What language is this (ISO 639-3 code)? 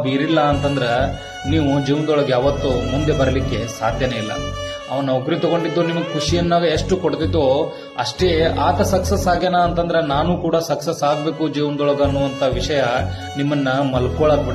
kan